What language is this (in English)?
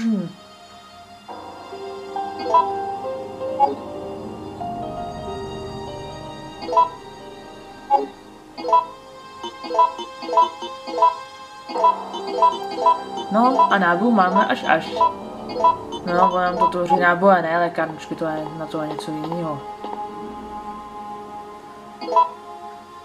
Czech